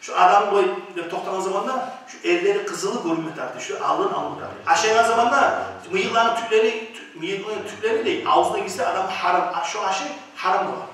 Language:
Kumyk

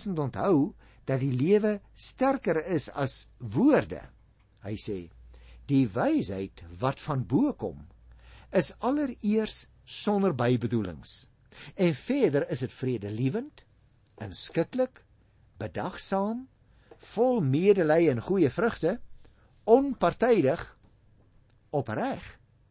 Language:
Afrikaans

